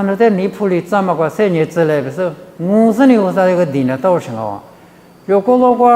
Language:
Lisu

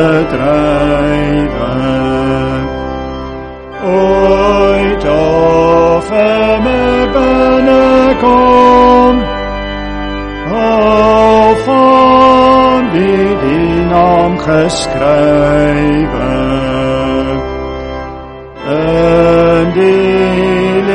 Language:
Afrikaans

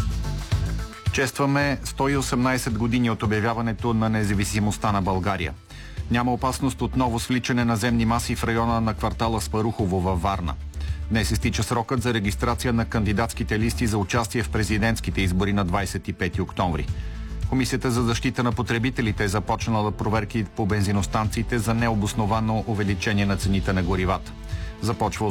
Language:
Bulgarian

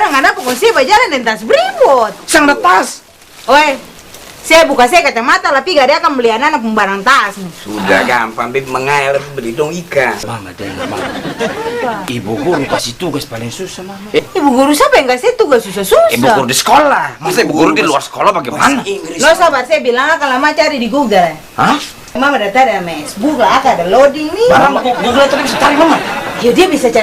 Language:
Ambonese Malay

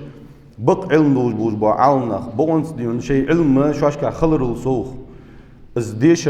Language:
Ingush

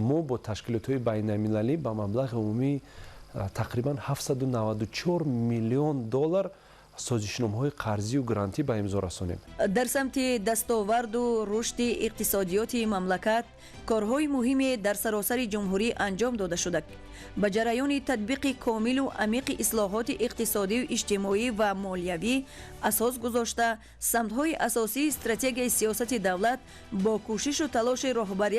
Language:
Tajik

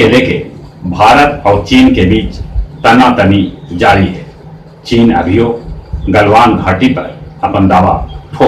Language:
Magahi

